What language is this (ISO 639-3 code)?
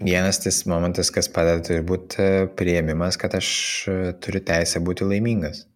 lit